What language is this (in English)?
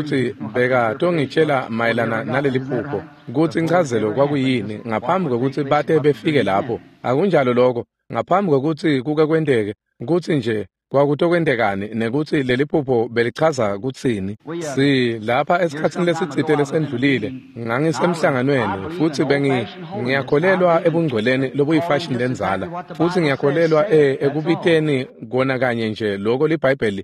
Swati